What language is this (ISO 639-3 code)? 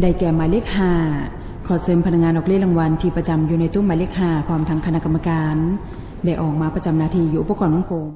lao